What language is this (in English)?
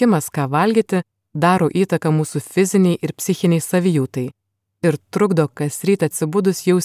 Lithuanian